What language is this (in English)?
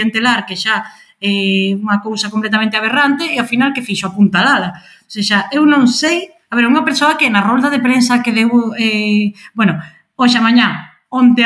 Galician